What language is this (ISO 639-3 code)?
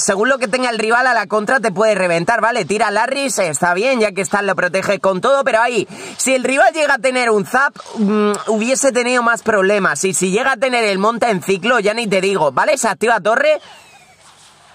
spa